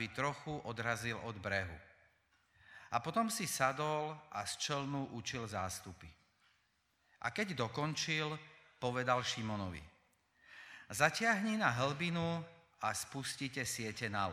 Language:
Slovak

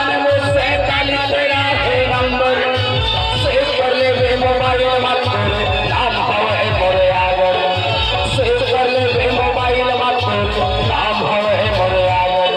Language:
Chhattisgarhi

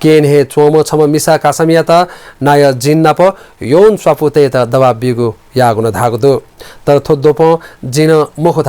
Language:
Newari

